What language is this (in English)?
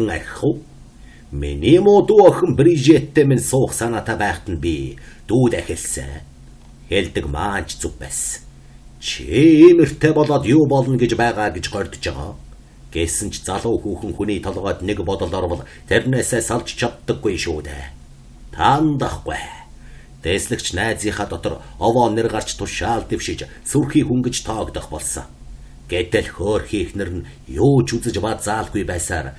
Mongolian